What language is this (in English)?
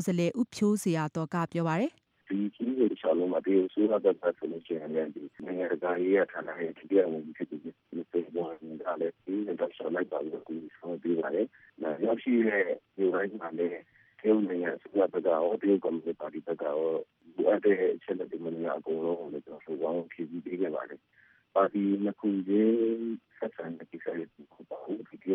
Burmese